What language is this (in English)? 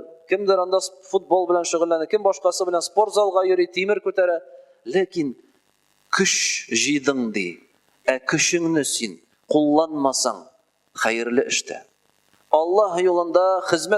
Tatar